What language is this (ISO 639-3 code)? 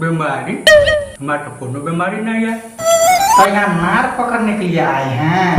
mai